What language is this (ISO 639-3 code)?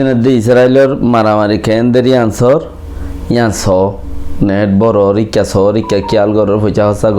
rhg